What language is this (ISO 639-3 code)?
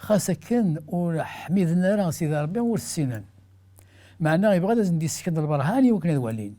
kab